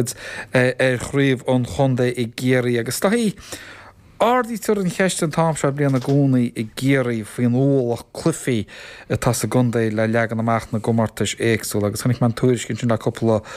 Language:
Irish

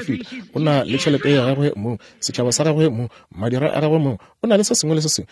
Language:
Northern Sotho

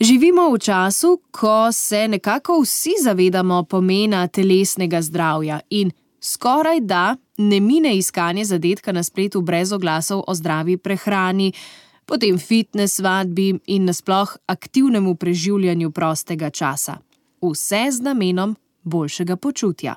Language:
Slovenian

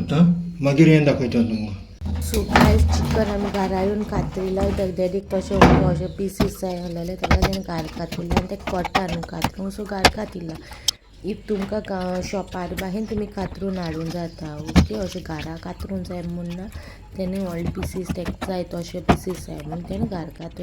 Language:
Konkani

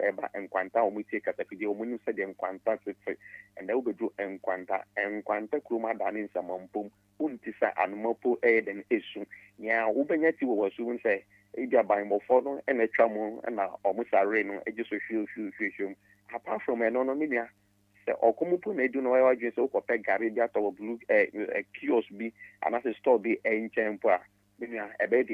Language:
Akan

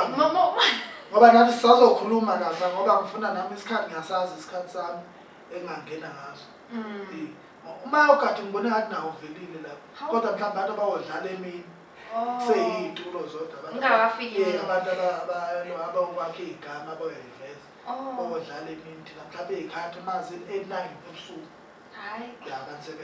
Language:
Zulu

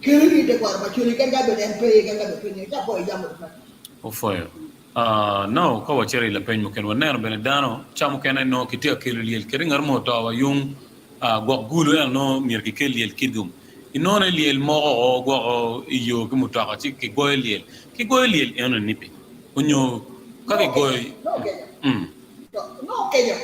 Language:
Acoli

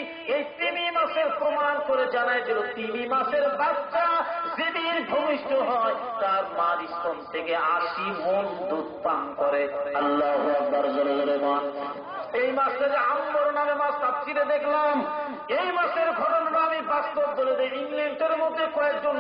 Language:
Bangla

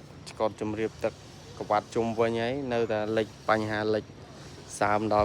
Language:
Khmer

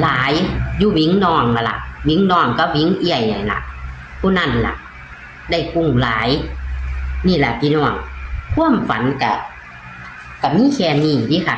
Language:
Northeastern Thai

